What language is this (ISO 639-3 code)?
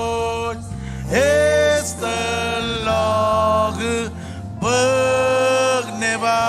mah